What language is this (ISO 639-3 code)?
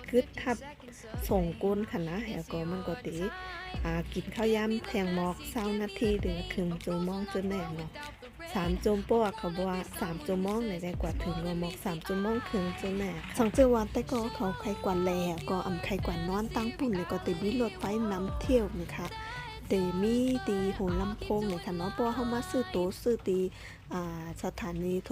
shn